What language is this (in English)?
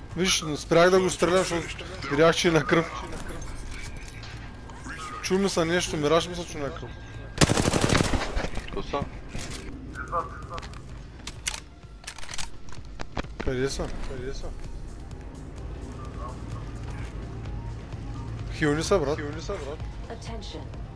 Bulgarian